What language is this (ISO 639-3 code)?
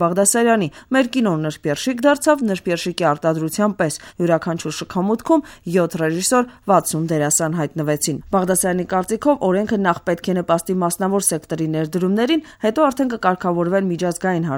hye